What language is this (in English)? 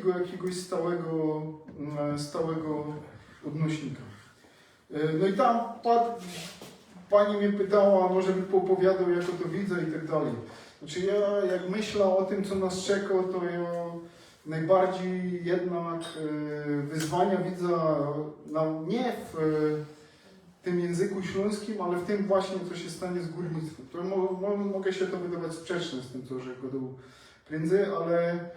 Silesian